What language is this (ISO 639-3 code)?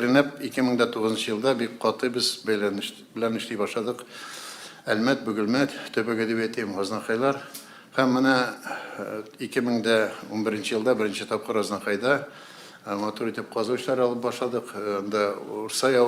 tat